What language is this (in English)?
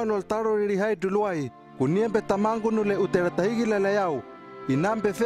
Hano